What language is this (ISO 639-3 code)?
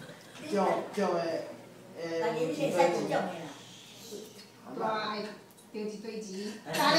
nan